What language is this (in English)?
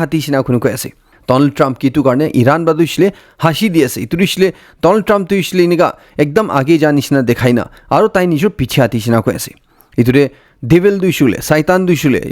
Naga Pidgin